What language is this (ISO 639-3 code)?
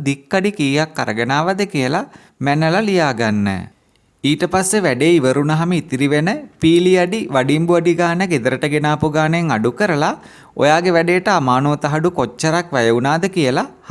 sin